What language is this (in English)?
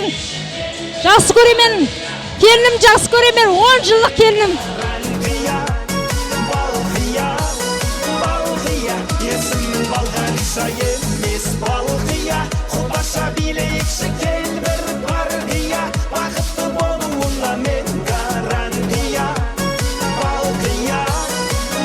Kara-Kalpak